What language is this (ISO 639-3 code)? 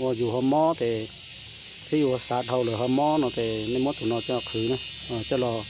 hmn